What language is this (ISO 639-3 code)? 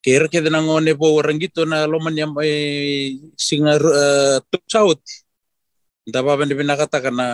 fij